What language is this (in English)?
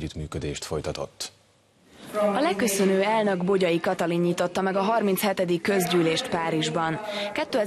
Hungarian